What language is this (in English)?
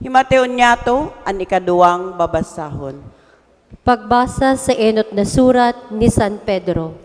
Bikol